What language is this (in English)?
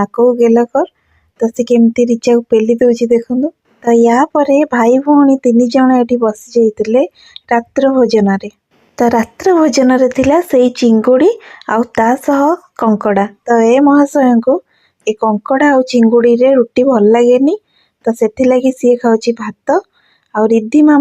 Odia